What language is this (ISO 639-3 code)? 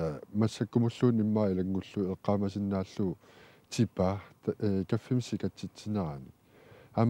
kal